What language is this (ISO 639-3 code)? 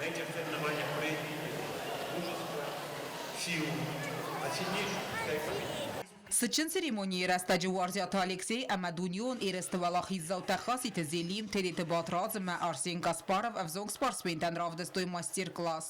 oss